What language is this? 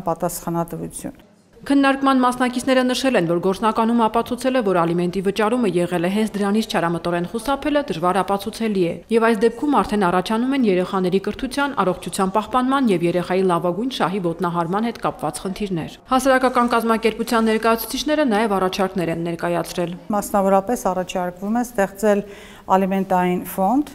Armenian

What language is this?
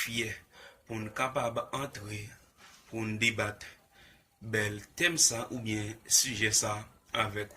Haitian Creole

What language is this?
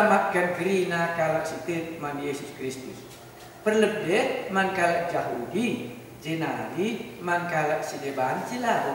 Batak Karo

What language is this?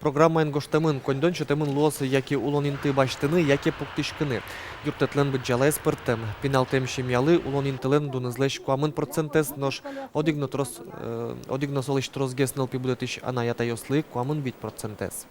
Udmurt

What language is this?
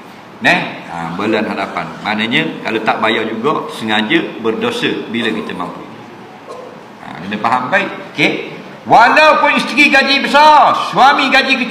Malay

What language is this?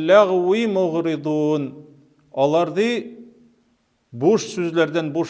Tatar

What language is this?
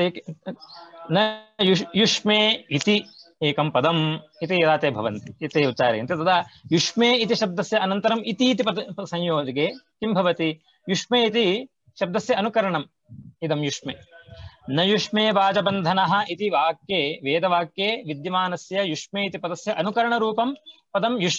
Sanskrit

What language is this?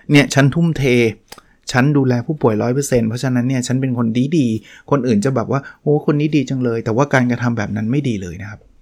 Thai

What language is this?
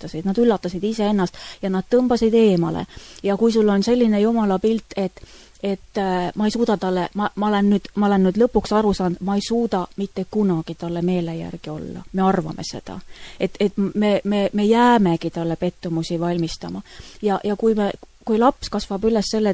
Estonian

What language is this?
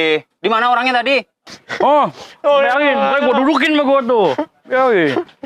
Betawi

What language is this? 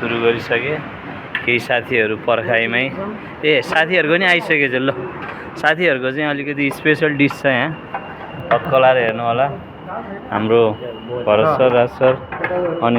Nepali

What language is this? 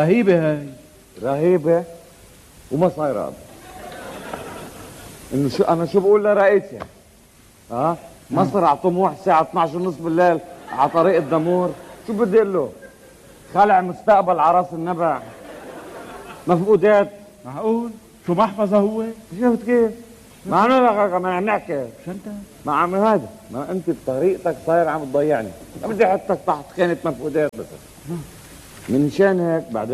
North Levantine Arabic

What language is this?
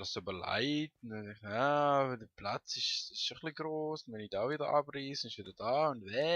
Swiss German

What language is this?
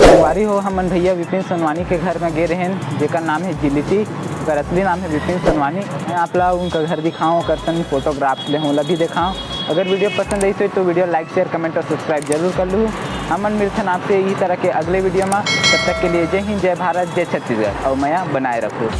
Chhattisgarhi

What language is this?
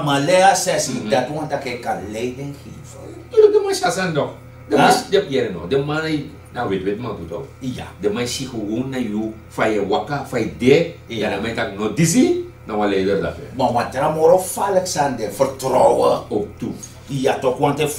Sranan Tongo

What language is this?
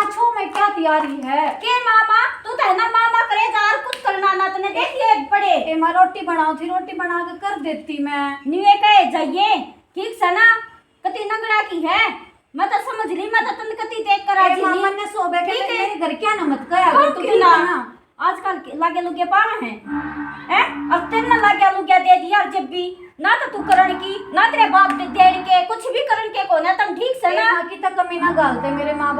Haryanvi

